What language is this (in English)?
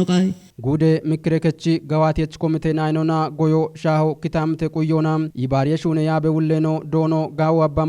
Kafa